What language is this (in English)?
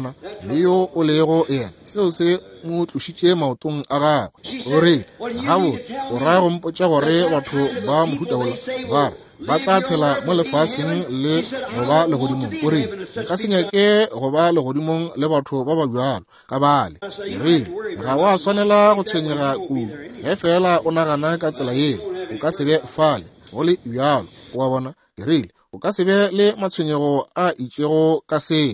Northern Sotho